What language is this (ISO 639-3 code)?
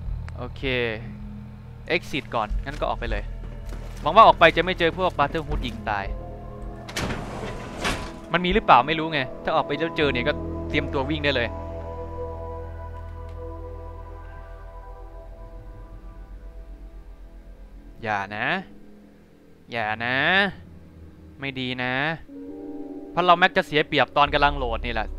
tha